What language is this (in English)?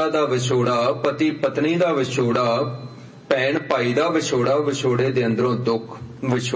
Punjabi